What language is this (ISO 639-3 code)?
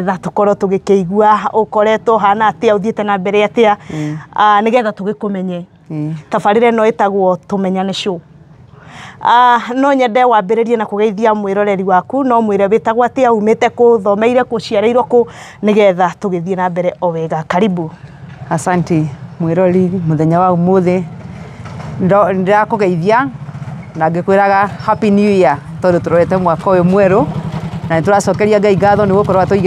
kik